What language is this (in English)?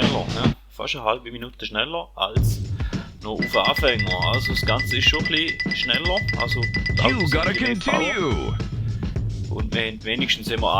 Swiss German